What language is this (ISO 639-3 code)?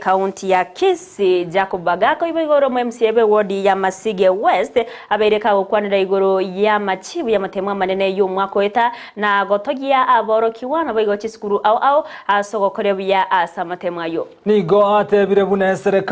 guz